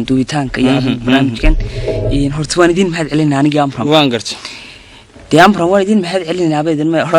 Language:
Somali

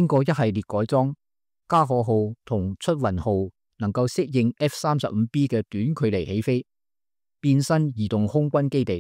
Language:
Cantonese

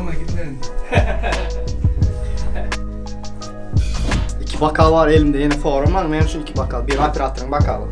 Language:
Turkmen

